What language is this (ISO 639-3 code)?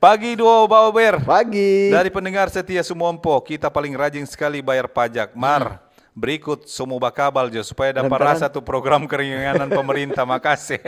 xmm